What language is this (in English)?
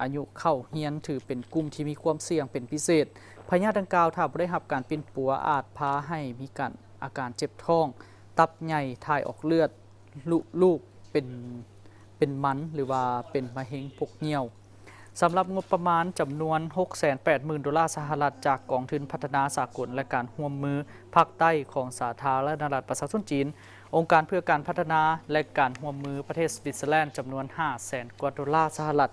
Lao